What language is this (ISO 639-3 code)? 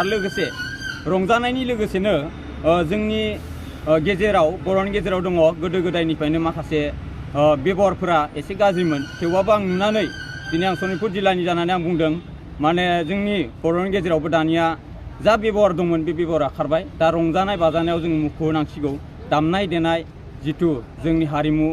brx